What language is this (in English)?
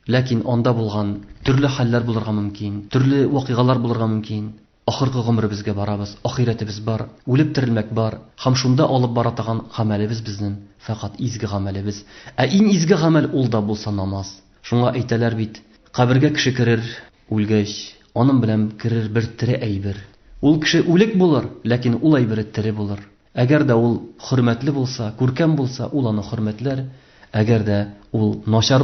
Tatar